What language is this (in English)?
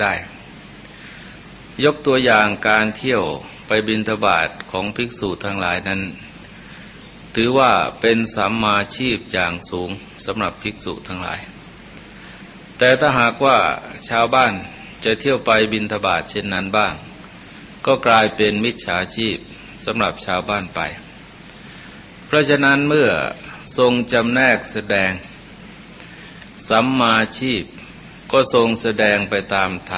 Thai